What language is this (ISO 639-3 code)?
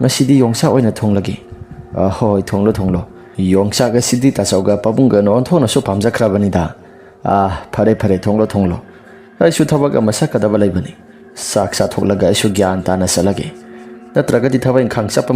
mni